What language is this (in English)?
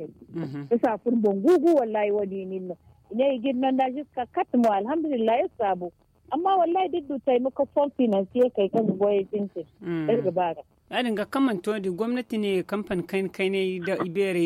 Zarma